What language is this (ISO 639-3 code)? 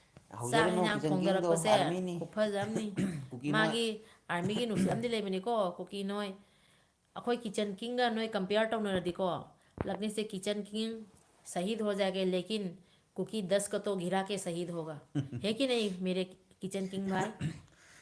mni